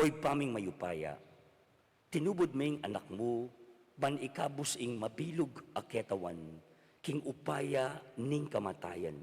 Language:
Pampanga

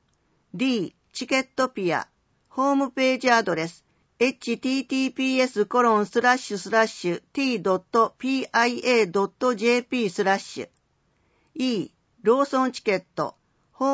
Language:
Japanese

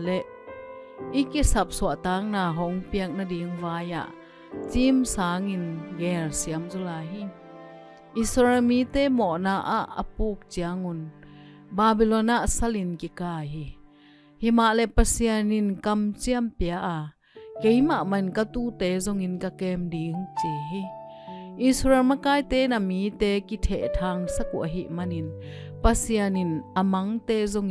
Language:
Tedim Chin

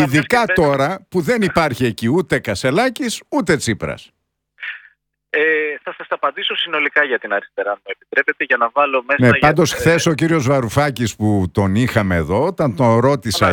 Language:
Greek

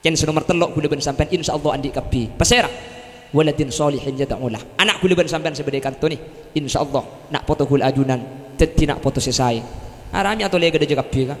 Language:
Madurese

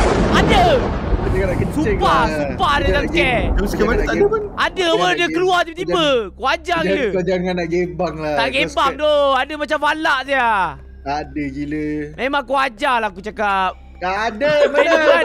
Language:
Malay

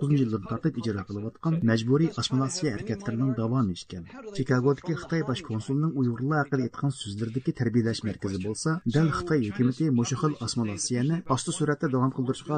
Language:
Uyghur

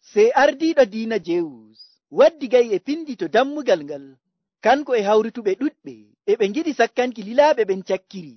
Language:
Nigerian Fulfulde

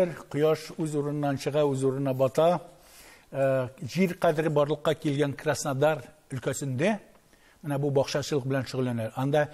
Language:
Tatar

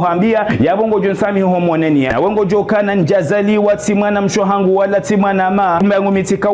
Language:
Ngazidja Comorian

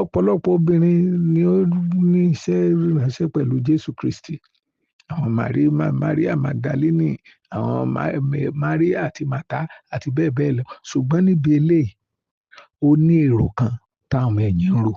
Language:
Yoruba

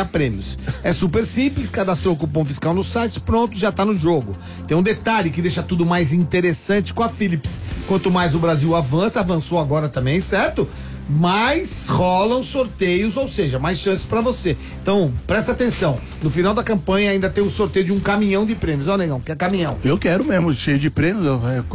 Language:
Portuguese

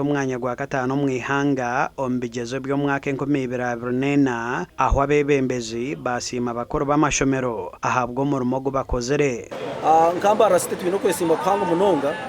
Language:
Nyankole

